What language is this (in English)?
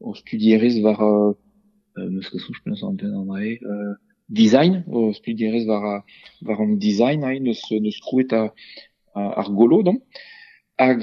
Breton